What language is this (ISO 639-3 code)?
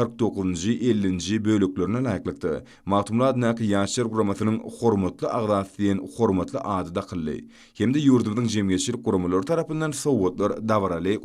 tuk